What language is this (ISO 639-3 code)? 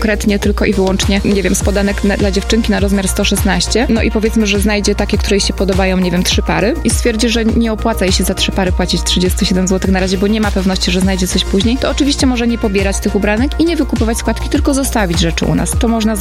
pol